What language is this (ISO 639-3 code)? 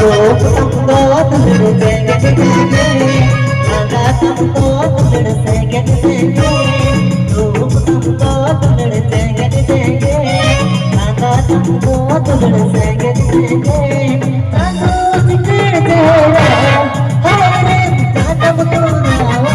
sat